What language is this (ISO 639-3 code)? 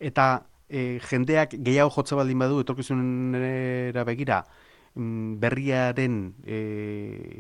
eus